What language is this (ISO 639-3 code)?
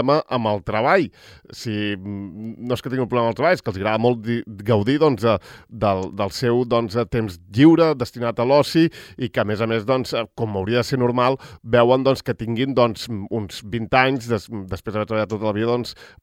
cat